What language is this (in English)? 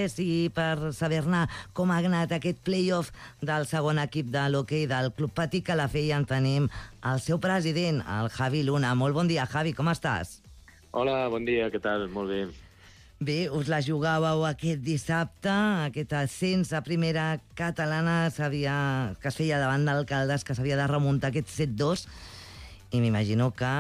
Catalan